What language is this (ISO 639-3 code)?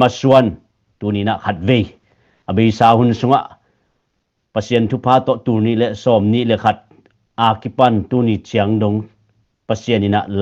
ctd